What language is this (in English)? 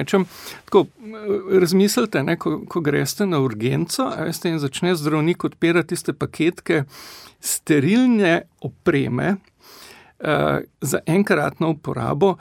Slovenian